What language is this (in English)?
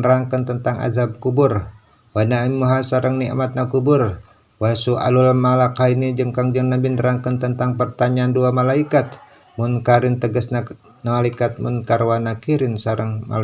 Sundanese